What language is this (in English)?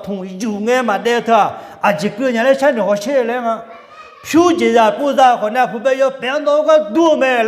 Akha